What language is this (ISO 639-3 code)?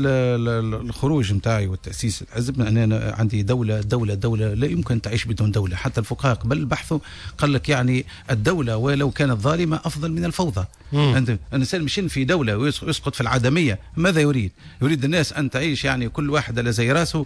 aeb